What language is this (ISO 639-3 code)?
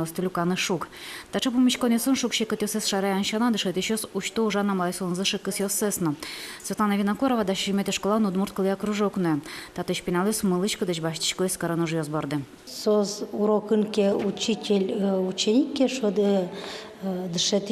udm